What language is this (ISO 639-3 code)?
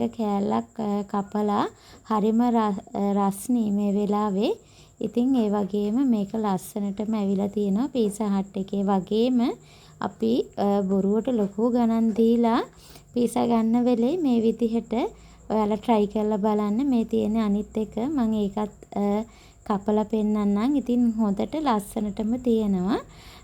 sin